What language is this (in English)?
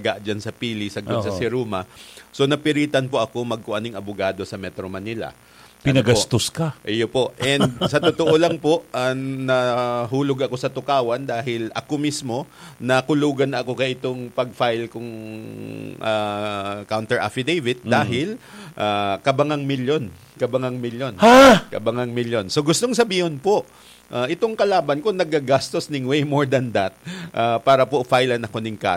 Bikol